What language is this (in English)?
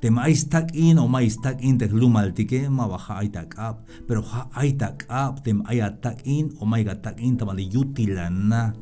Tzeltal